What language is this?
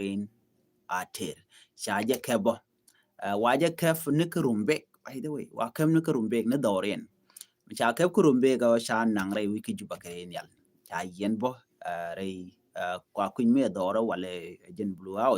Nuer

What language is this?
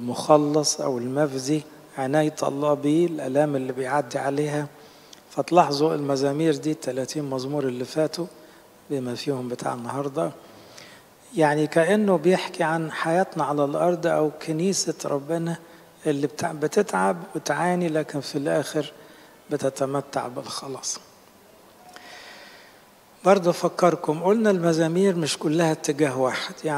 Egyptian Arabic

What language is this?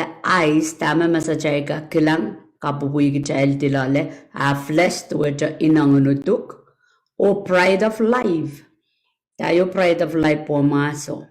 Pohnpeian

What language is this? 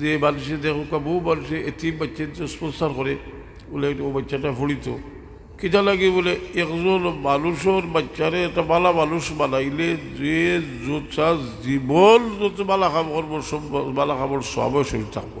Sylheti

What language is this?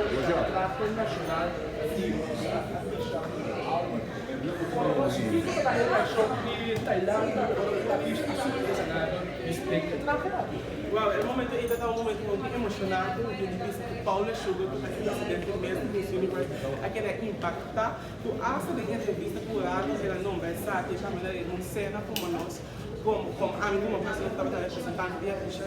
Papiamento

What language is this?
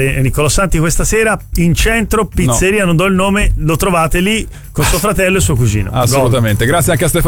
Italian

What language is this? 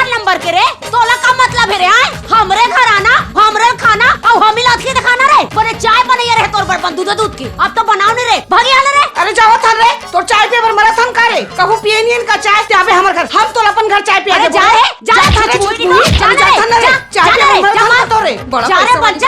Chhattisgarhi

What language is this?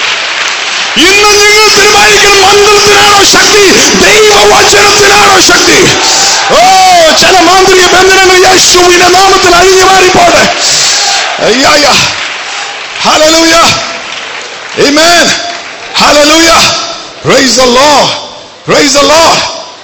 Malayalam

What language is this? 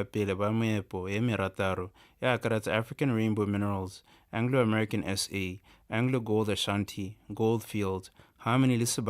Tswana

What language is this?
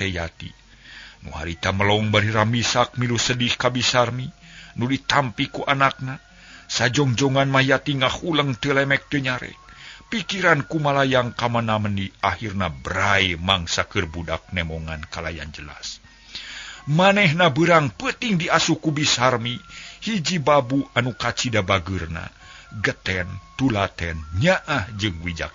Sundanese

